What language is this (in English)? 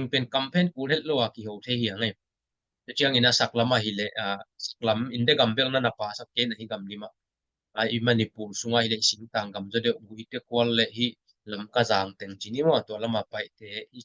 Tedim Chin